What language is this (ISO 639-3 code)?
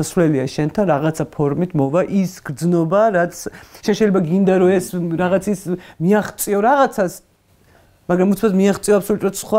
kat